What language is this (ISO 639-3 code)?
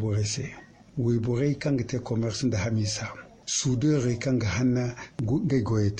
dje